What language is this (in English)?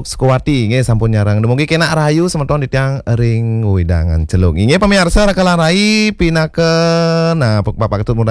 Balinese